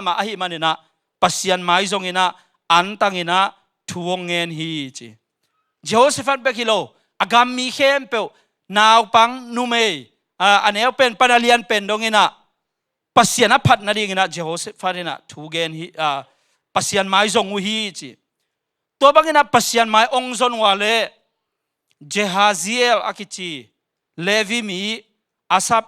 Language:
Tedim Chin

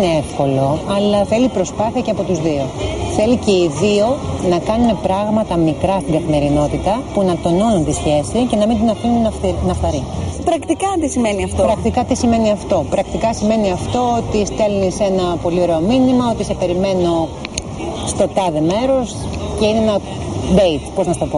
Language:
Greek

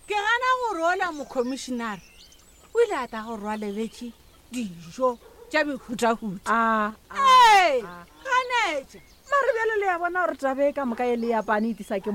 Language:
Northern Sotho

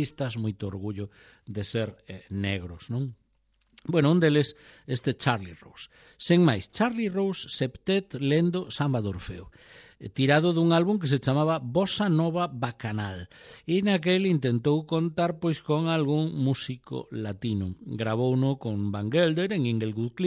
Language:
Galician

